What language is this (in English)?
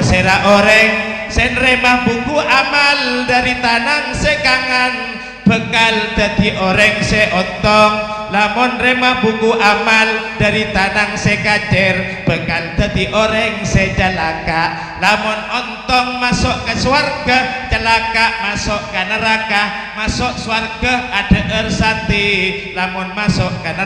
Madurese